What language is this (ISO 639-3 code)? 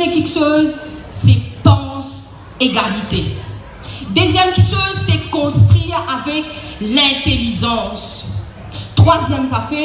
mfe